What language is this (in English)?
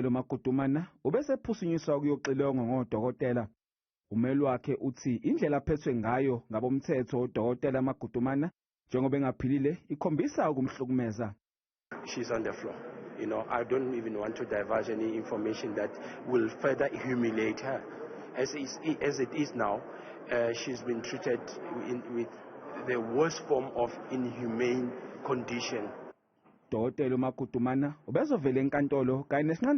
Zulu